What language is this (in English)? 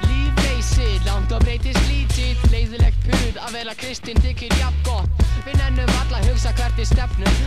Icelandic